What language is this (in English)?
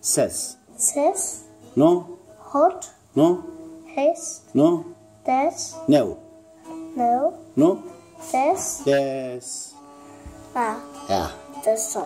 Zaza